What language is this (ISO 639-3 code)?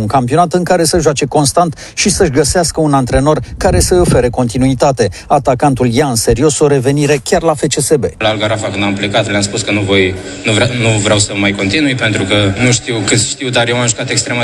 ron